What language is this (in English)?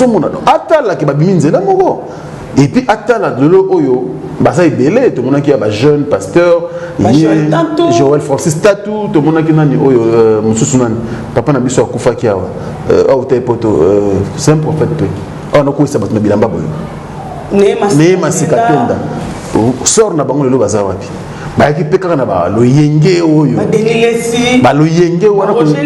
Lingala